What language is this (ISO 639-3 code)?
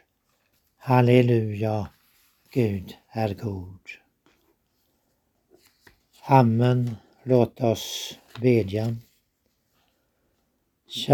swe